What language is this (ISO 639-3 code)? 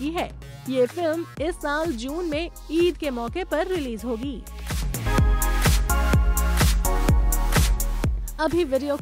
hin